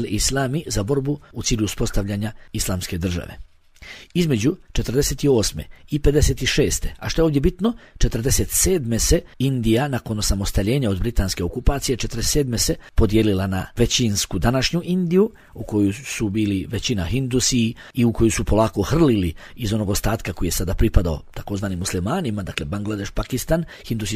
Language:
Bosnian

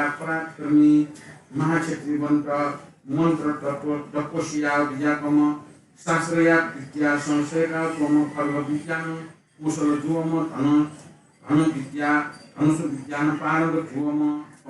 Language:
Newari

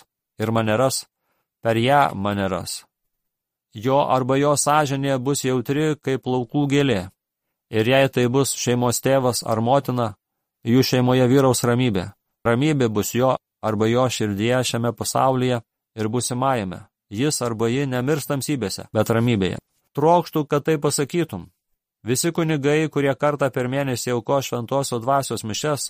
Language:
Lithuanian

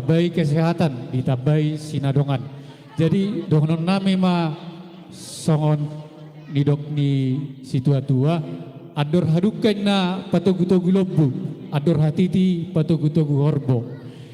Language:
Batak Toba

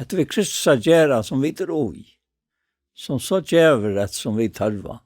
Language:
Faroese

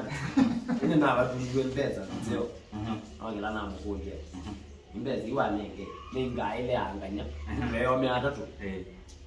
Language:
Kamba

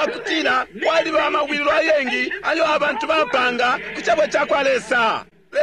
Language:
Bemba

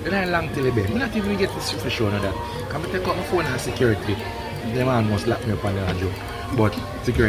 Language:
Jamaican Creole English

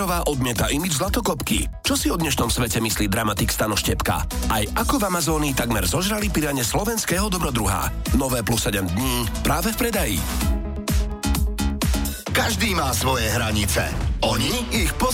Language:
Slovak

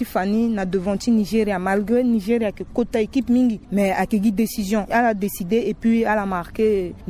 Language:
Sango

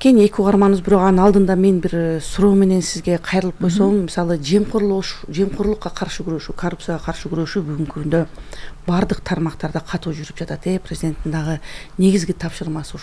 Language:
Kyrgyz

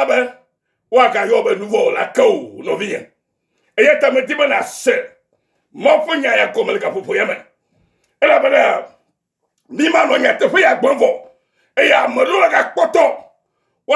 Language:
Ewe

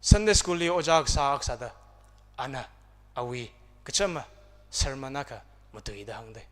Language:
Tangkhul Naga (India)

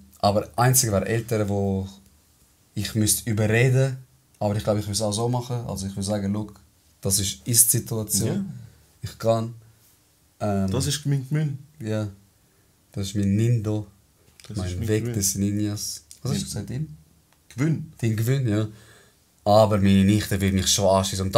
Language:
Swiss German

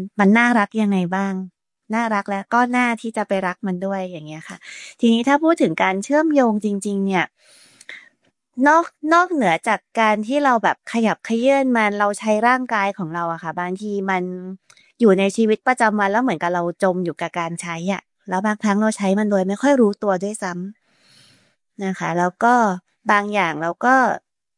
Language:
Thai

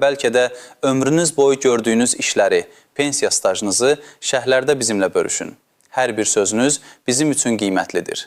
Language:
Azerbaijani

